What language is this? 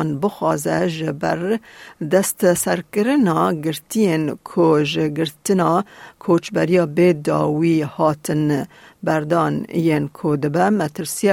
Kurdish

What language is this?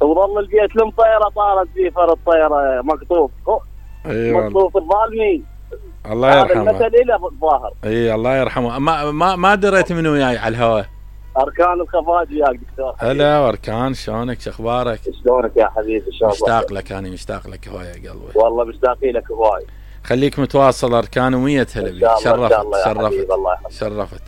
Mesopotamian Arabic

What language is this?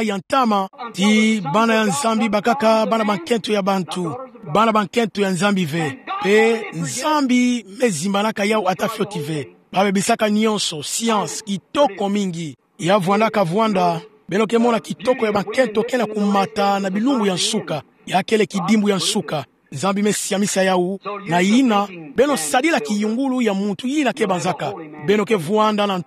Kituba (Democratic Republic of Congo)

